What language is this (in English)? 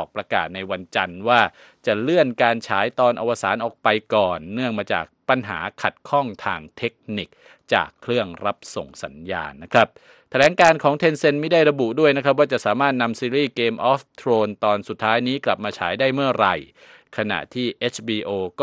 Thai